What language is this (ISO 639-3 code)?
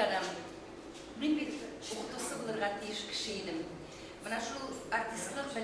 bak